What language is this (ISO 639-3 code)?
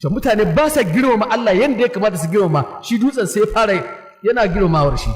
hau